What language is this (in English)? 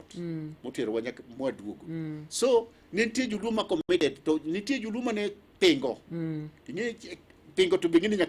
Luo (Kenya and Tanzania)